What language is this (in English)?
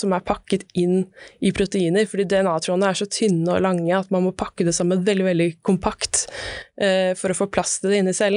Norwegian